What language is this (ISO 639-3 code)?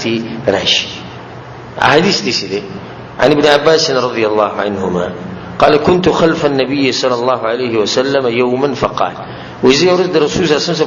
pus